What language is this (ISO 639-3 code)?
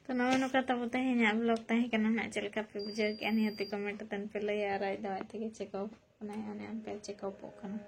sat